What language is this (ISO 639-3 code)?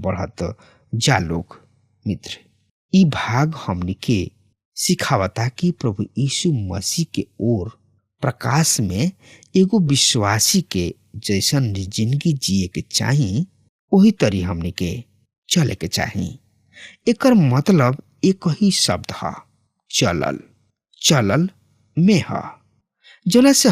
bho